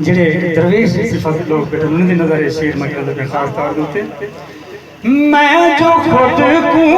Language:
Saraiki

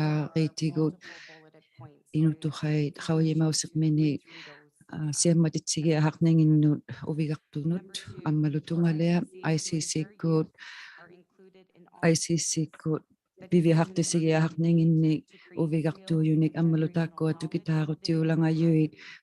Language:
Inuktitut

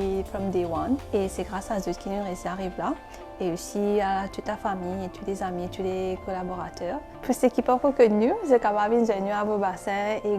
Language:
Morisyen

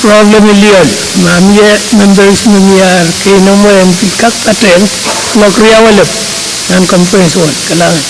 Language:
Pohnpeian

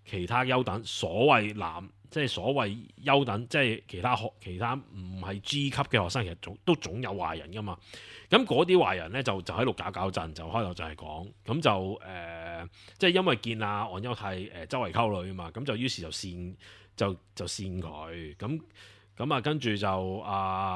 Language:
Cantonese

